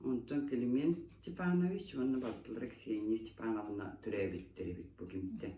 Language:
Yakut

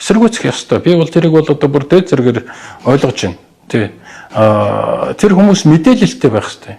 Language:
Mongolian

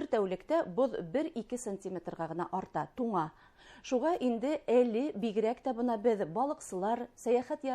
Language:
Bashkir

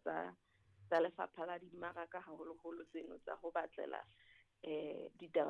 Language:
Southern Sotho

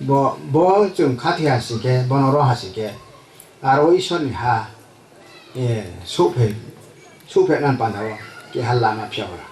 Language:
Riang (India)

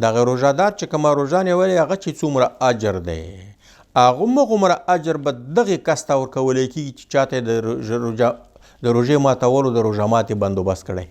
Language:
Pashto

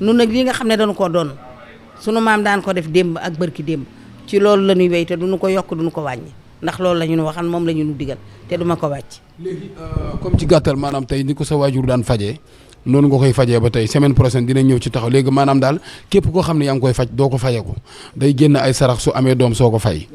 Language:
Wolof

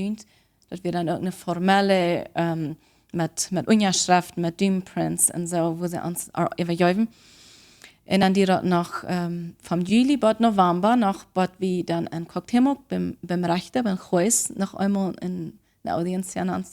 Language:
Plautdietsch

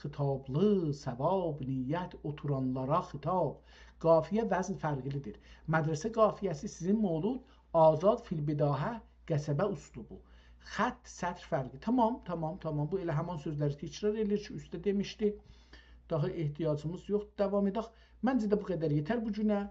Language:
South Azerbaijani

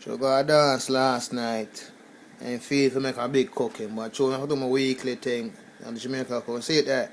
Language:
Jamaican Creole English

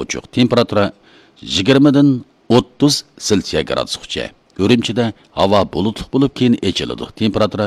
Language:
Uyghur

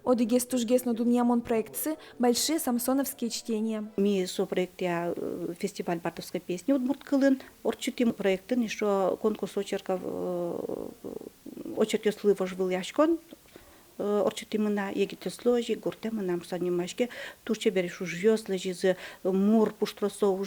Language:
Udmurt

